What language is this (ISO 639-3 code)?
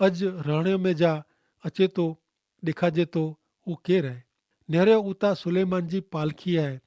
kfr